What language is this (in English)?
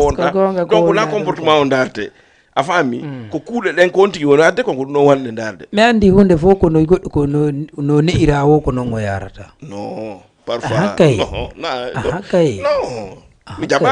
Fula